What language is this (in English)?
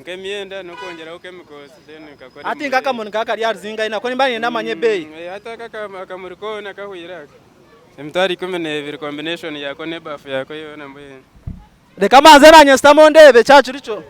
Nyankole